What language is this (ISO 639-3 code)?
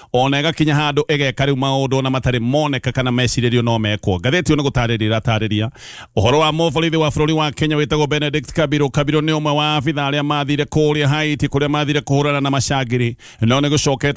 kik